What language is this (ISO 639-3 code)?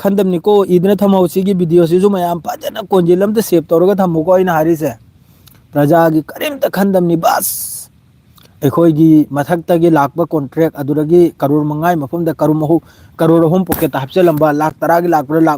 mni